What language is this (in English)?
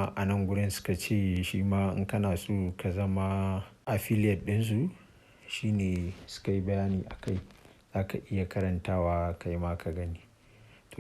Hausa